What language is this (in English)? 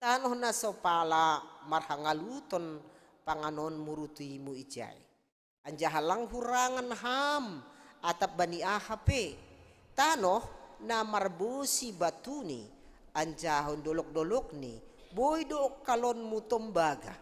Batak Simalungun